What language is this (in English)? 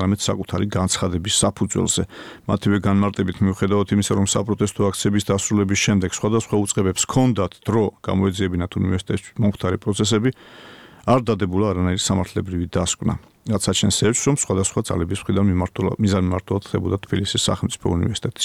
Georgian